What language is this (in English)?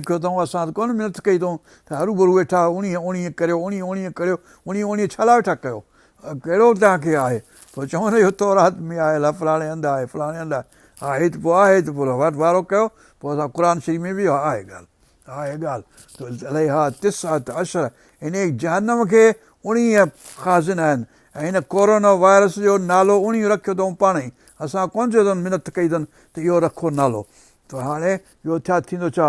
Sindhi